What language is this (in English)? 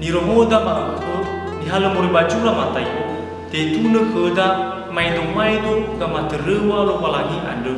Nias